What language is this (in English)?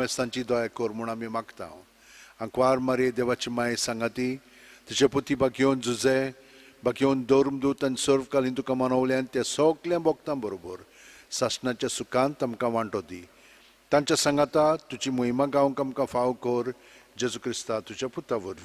Konkani